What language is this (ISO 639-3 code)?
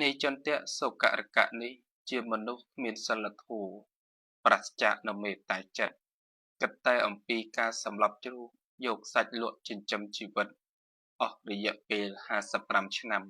khm